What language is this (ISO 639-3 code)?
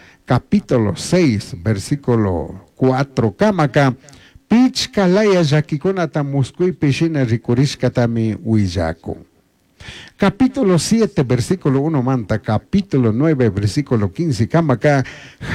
qug